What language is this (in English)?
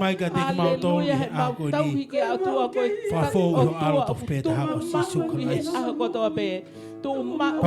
Tongan